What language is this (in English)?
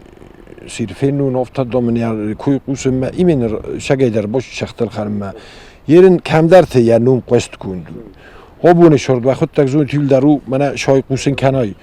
Ossetic